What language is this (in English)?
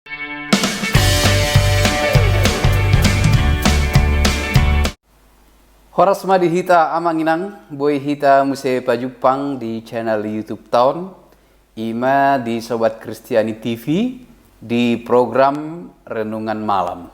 Batak Toba